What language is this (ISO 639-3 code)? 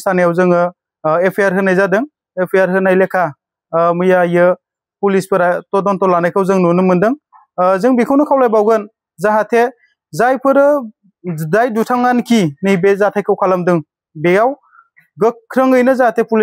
brx